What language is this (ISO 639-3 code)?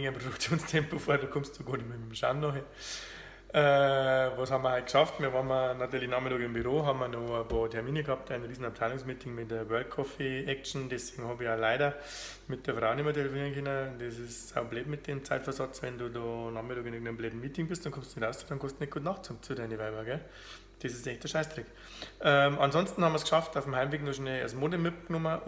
bar